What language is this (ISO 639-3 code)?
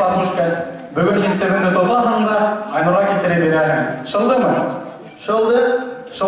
bak